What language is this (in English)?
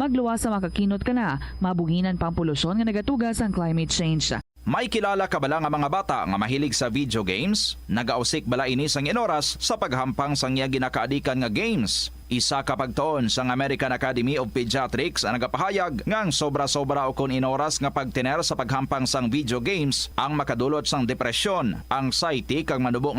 Hiligaynon